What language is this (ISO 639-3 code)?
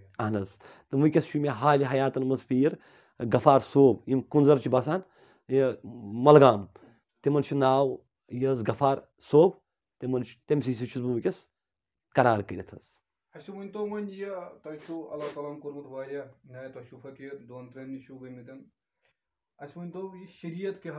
kas